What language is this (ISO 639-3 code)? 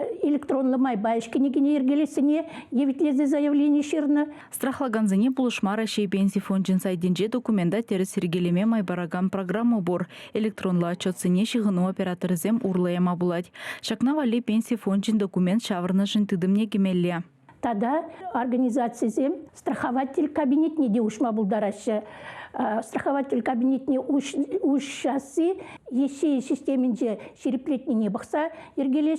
chv